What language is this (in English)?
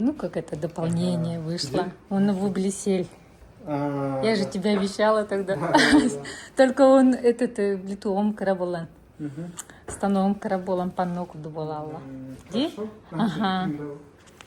Yakut